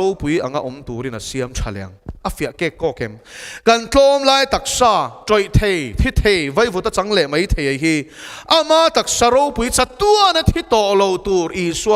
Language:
Mizo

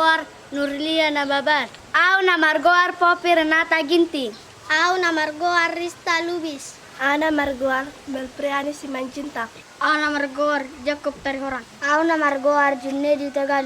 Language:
Batak Toba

